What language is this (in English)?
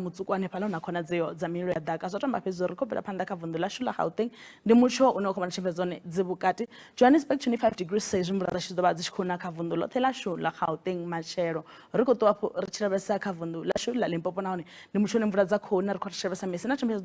Venda